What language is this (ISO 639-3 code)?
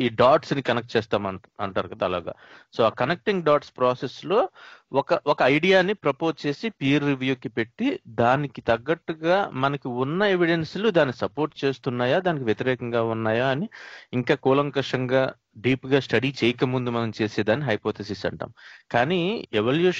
tel